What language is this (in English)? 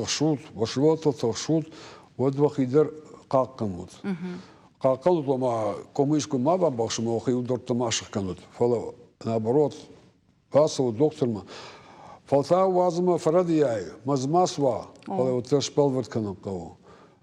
Ossetic